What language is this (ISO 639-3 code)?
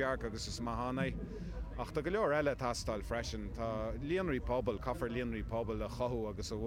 gle